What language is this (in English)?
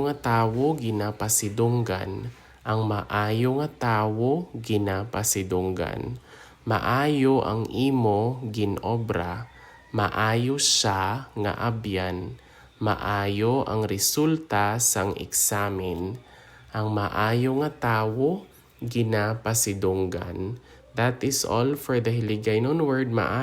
Hiligaynon